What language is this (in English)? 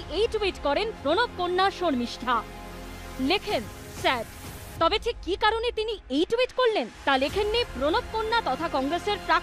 Bangla